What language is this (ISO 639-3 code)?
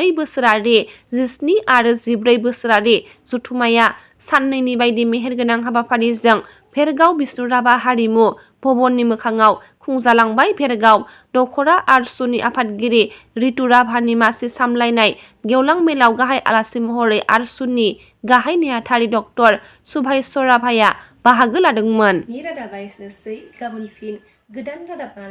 brx